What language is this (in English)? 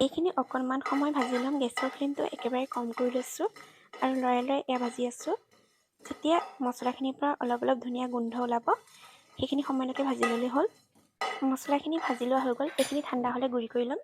Assamese